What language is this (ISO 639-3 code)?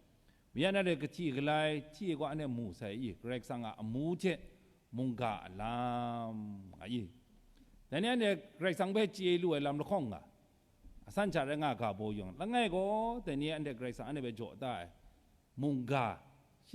kac